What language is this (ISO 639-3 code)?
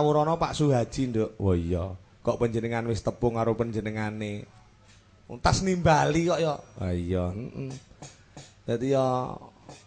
jav